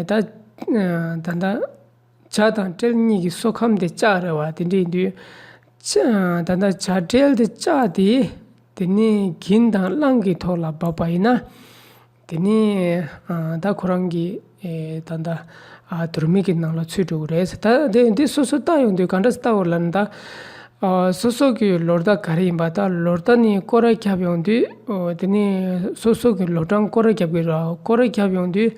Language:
Tibetan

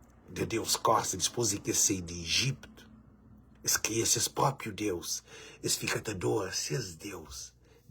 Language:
Kabuverdianu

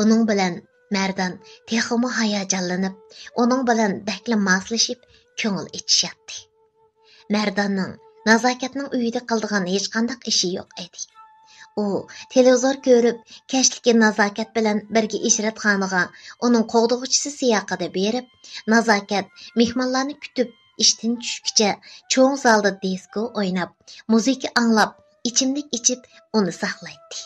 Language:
Uyghur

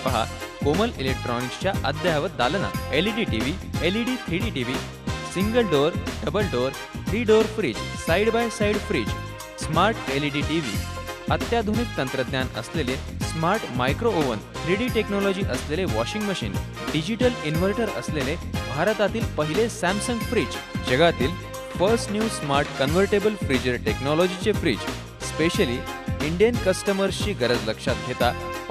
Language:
Marathi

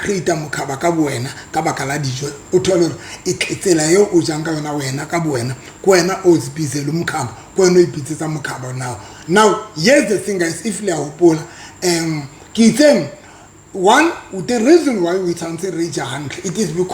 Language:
Southern Sotho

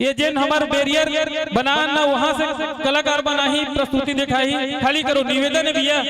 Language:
Chhattisgarhi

